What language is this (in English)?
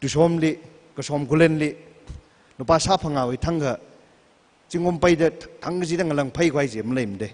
Tangkhul Naga (India)